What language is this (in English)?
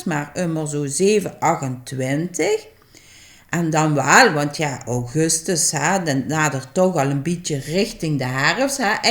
Limburgish